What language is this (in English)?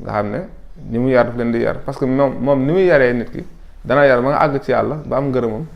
Wolof